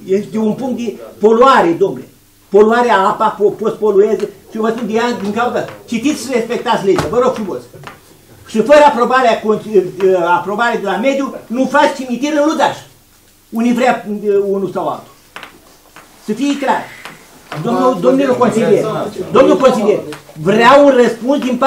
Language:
Romanian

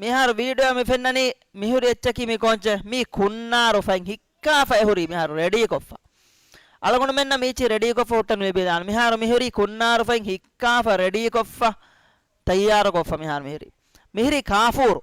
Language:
Divehi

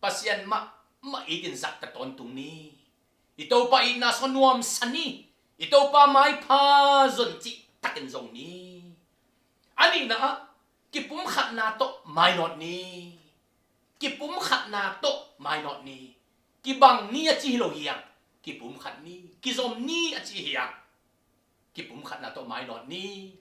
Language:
Tedim Chin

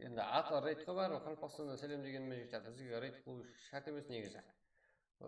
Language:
Kara-Kalpak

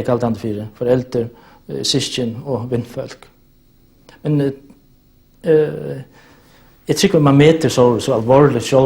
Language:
Faroese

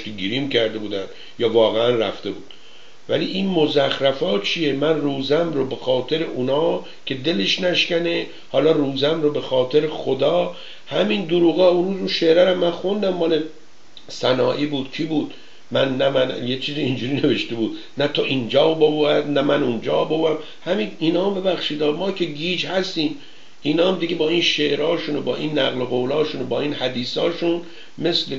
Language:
Persian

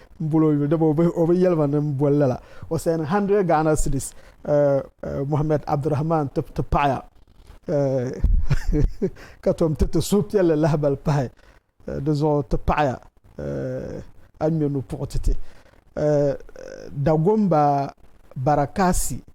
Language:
Dagbani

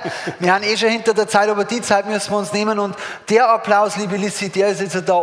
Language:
Bavarian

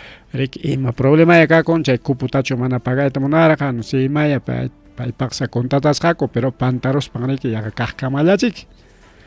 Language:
Ayacucho Quechua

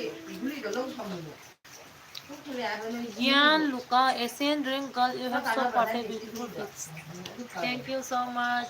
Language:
Manipuri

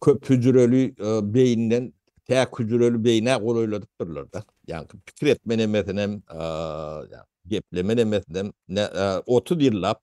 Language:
Turkmen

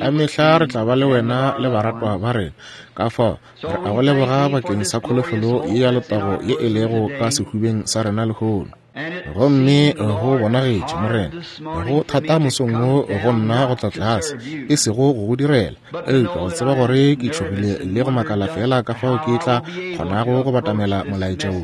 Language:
Northern Sotho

